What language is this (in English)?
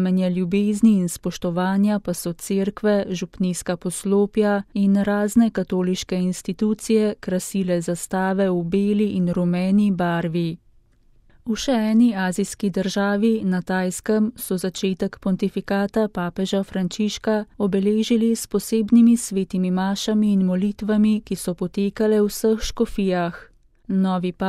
Slovenian